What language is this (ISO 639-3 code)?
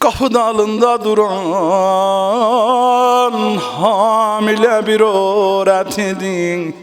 azb